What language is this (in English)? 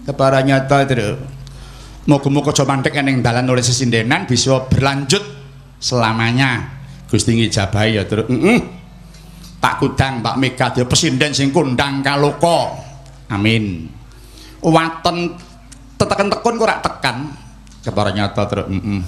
Javanese